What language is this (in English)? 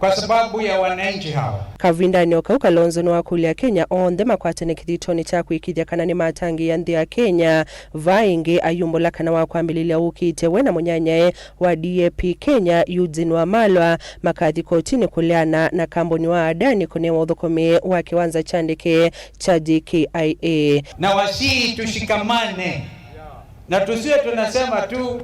Kamba